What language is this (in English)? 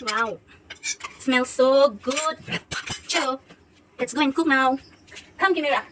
Karbi